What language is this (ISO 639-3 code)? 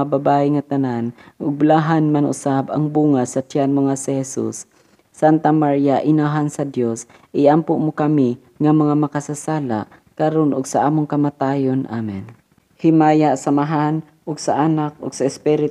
ceb